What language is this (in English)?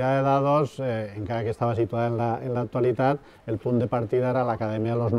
Catalan